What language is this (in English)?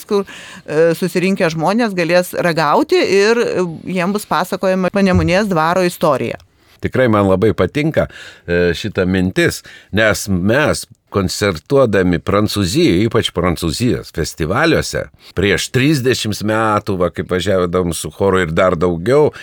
Lithuanian